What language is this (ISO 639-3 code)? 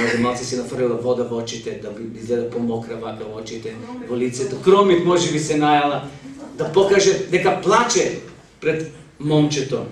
mkd